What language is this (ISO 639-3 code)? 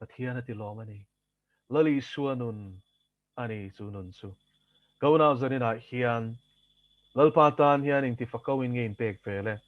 lus